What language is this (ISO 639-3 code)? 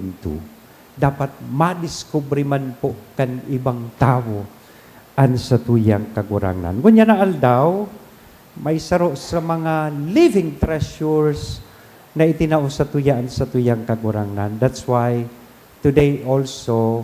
bik